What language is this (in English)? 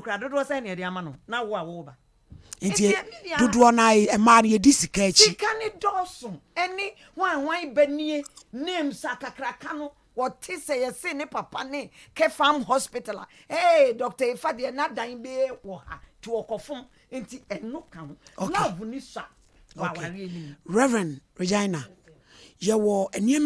Akan